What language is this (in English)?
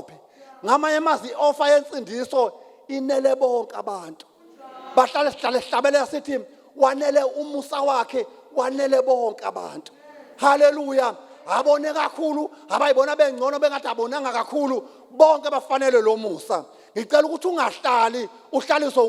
Zulu